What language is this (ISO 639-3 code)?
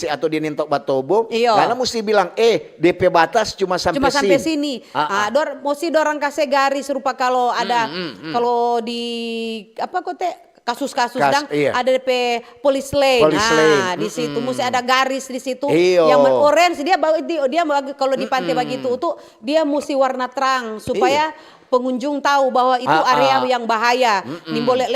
xmm